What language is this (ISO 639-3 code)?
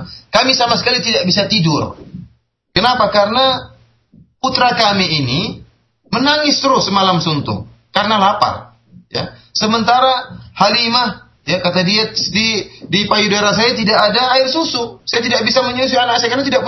ind